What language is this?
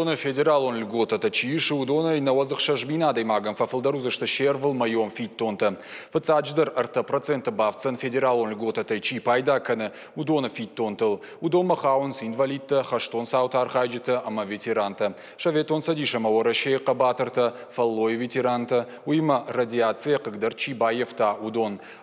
Ossetic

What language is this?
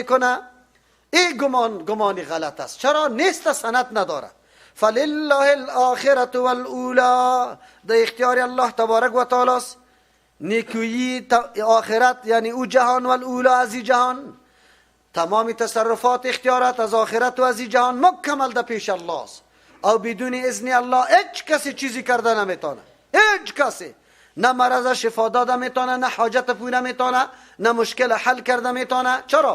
Persian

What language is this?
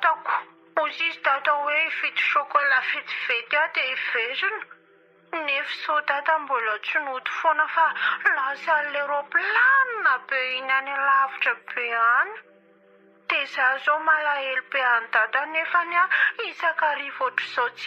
Malagasy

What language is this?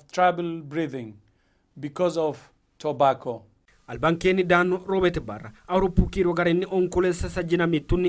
Sidamo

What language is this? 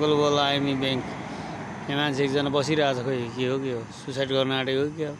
Nepali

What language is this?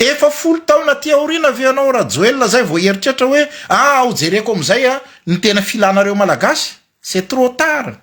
Malagasy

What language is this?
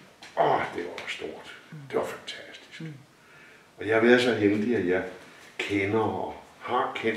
Danish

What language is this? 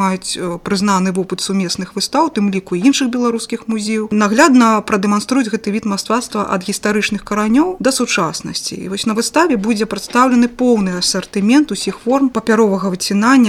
Belarusian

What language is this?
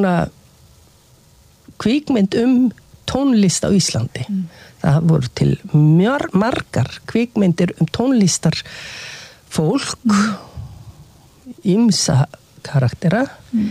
Icelandic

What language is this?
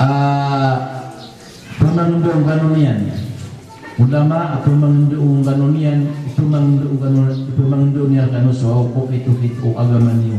Maranao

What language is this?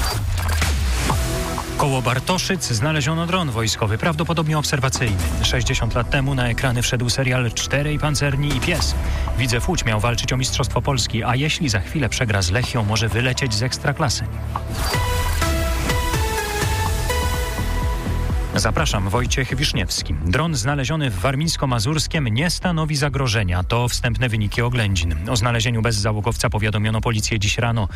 Polish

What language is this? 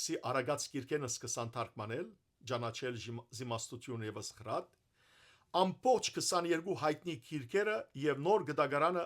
Western Armenian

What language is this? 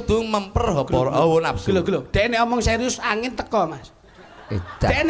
Javanese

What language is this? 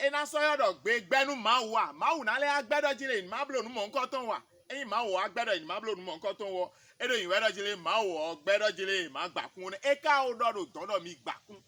Fon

